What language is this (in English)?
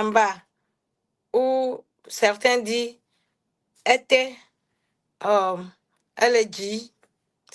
Ewe